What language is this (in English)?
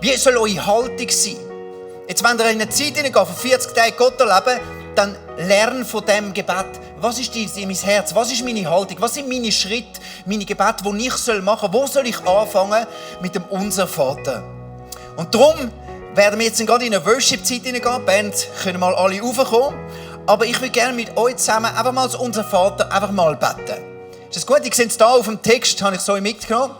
Swiss German